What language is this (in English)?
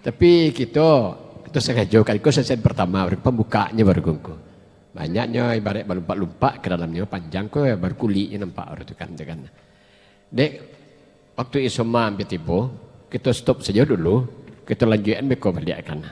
Minangkabau